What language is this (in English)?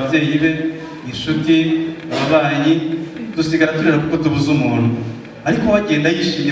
Kinyarwanda